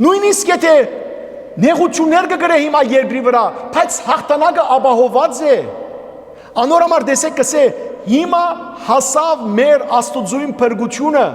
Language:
Western Armenian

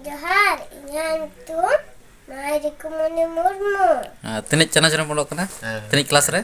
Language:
Santali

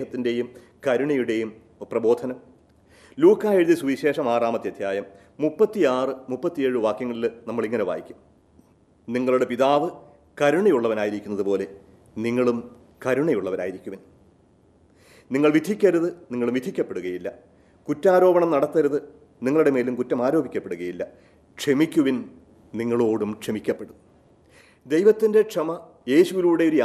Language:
Malayalam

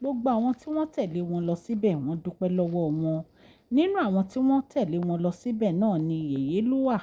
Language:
Yoruba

